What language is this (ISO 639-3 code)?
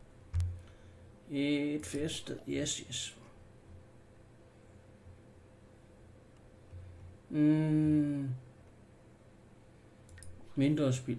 dan